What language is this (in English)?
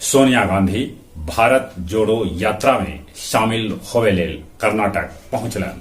Magahi